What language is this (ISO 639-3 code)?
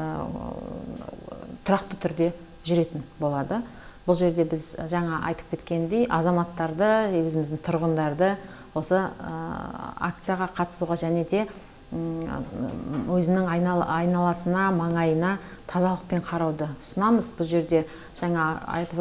kaz